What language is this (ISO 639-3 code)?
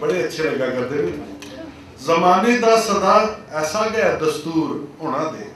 doi